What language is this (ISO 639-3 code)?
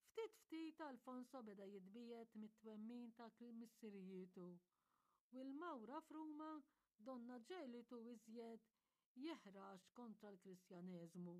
mlt